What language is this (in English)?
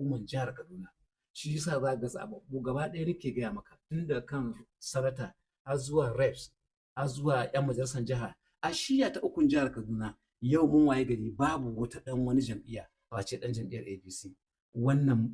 Hausa